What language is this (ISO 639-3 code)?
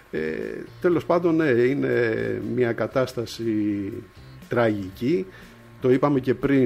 ell